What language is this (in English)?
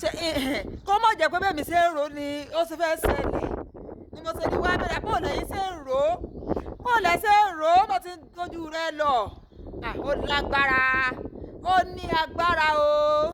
Yoruba